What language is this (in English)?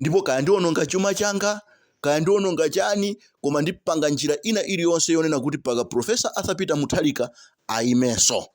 Nyanja